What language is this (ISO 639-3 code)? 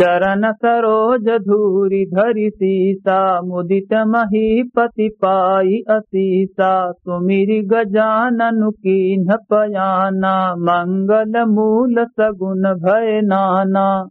awa